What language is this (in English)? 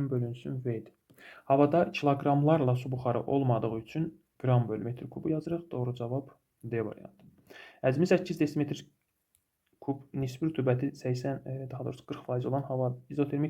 Azerbaijani